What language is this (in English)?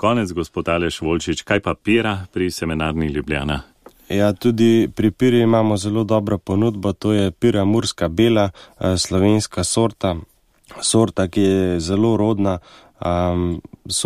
Slovenian